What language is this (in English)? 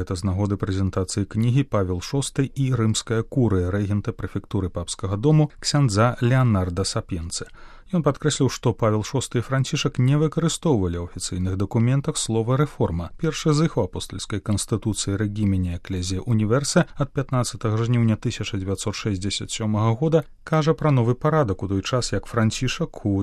Belarusian